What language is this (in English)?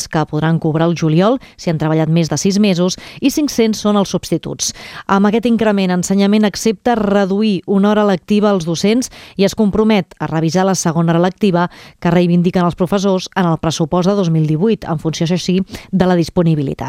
Catalan